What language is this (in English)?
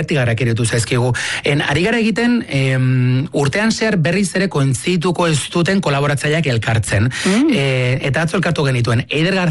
Basque